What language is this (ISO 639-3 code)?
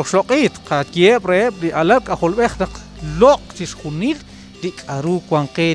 kek